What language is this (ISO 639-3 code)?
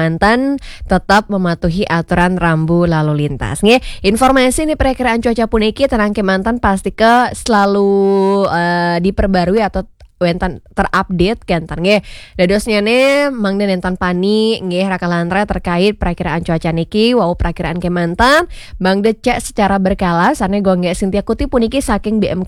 ban